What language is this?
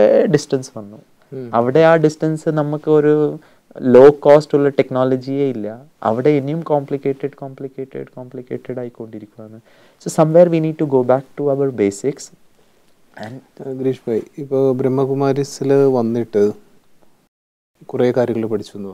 Malayalam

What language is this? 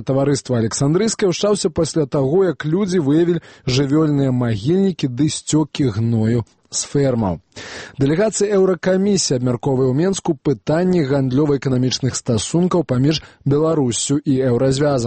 Belarusian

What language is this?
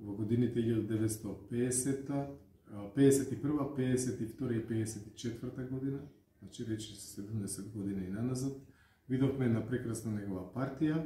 Macedonian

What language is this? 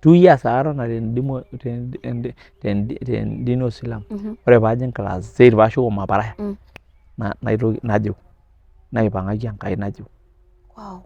Masai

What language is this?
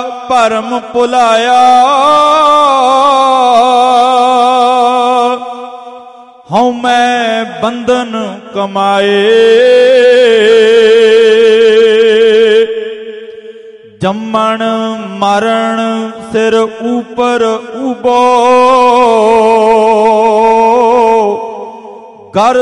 Punjabi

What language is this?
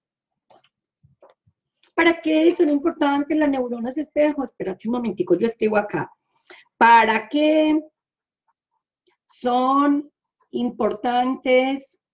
Spanish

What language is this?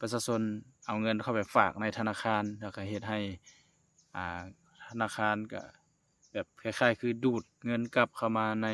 Lao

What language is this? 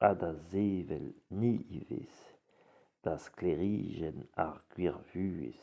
Breton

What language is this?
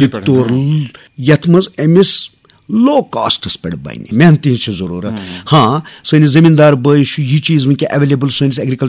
Kashmiri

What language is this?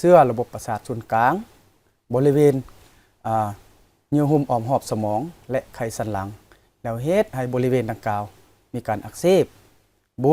Lao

